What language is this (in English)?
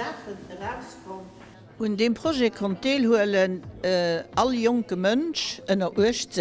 Luxembourgish